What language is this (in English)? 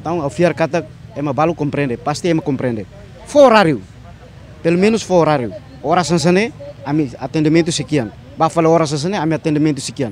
Tetum